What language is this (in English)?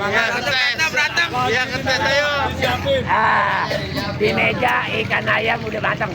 Betawi